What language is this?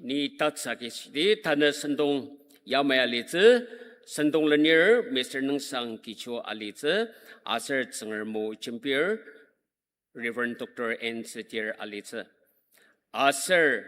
Ao Naga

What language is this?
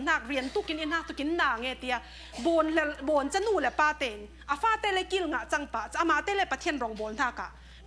Falam Chin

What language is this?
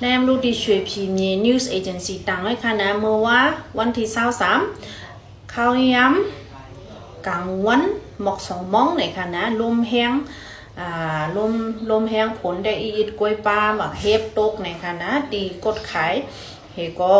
Shan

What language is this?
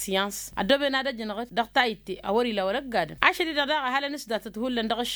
Tamasheq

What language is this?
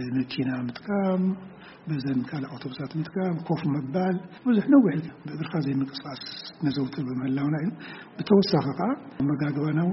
Tigrinya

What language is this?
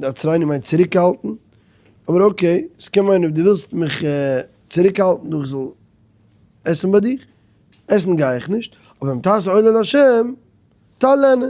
Yiddish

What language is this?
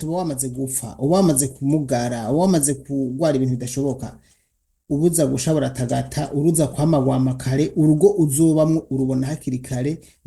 Rundi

